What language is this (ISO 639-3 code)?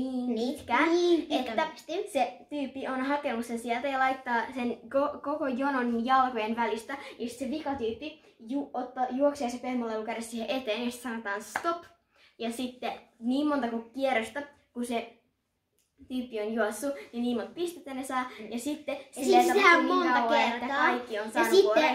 fin